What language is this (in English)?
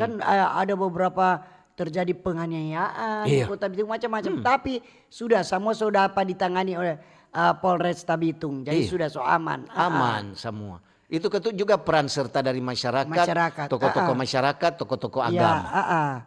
Manado Malay